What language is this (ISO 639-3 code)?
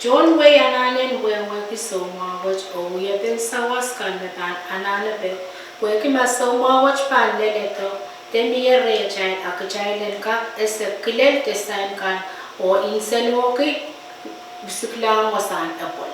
pon